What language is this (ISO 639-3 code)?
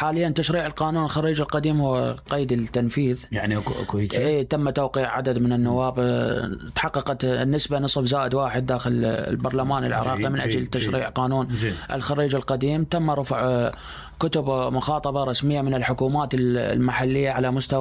acm